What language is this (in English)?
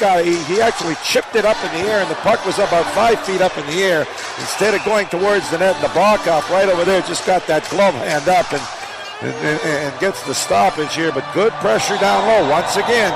English